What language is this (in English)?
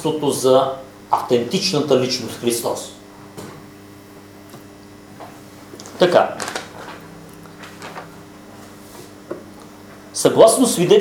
Bulgarian